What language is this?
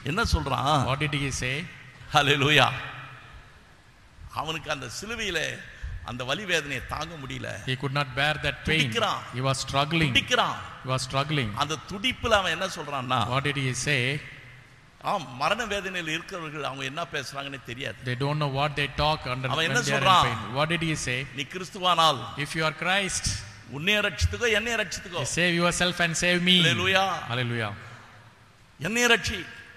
Tamil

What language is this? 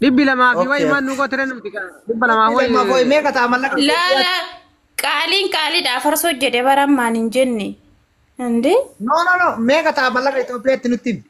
Oromo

